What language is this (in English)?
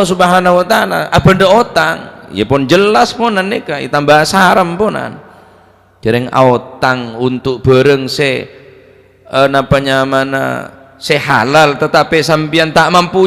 Madurese